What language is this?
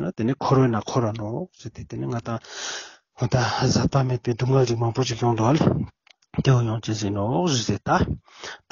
Ladakhi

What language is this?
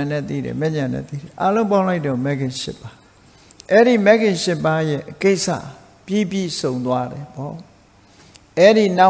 Burmese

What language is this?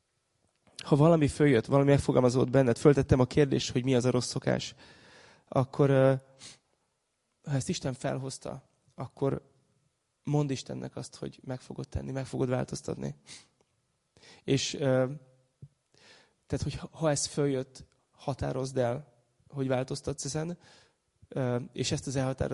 Hungarian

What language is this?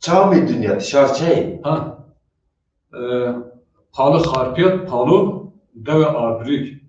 Zaza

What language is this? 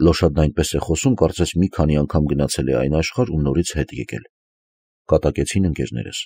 Armenian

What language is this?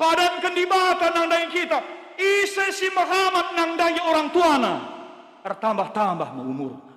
Batak Karo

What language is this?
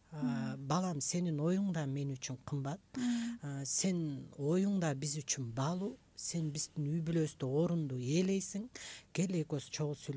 Kyrgyz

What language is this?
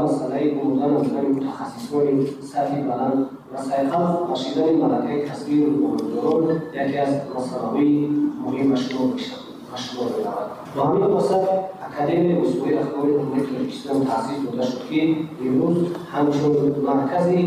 Tajik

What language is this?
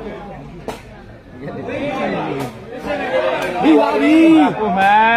Burmese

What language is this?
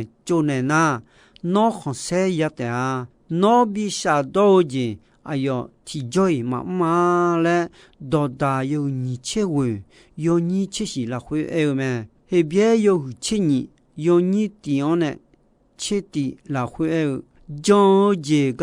Akha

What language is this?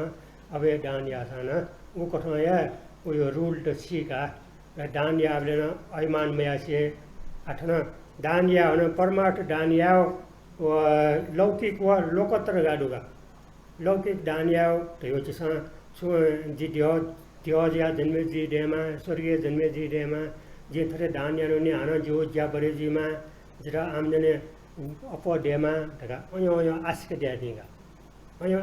Newari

